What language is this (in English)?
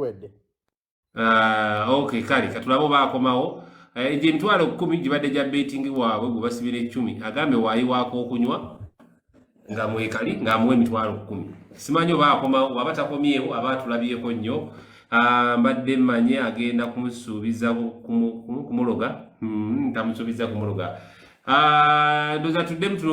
Ganda